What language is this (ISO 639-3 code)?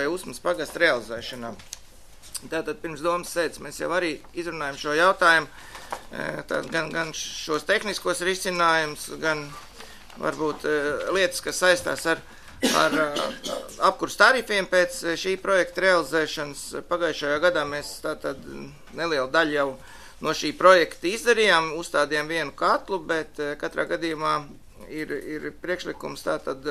lav